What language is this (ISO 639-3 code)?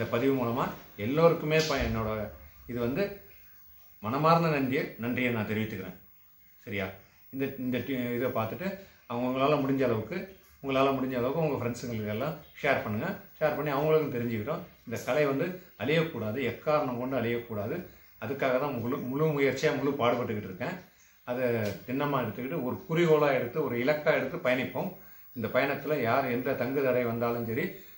tam